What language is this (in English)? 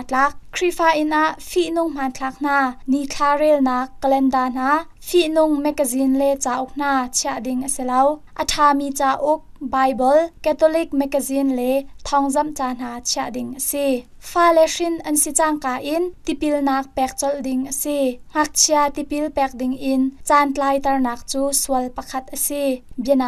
Hakha Chin